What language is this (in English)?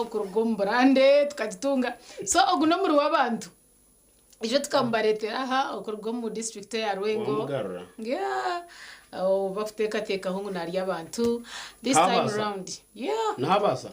Nyankole